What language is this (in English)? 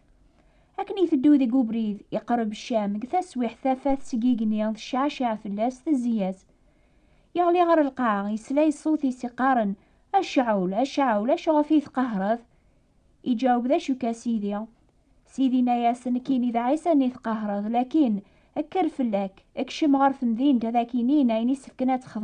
Kabyle